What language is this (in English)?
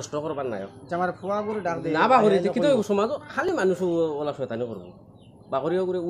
Sylheti